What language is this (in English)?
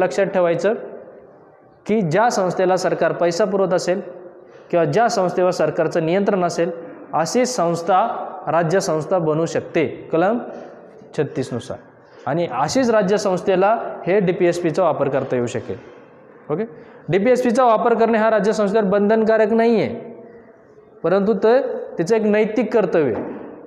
Marathi